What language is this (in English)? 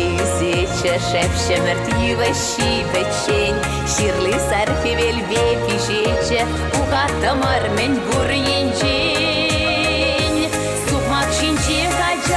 Chuvash